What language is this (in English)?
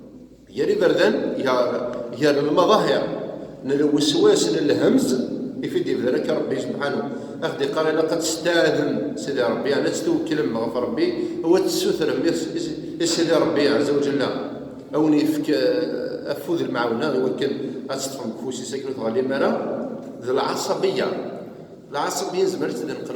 Kabyle